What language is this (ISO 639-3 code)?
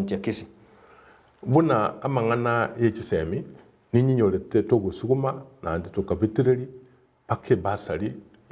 guz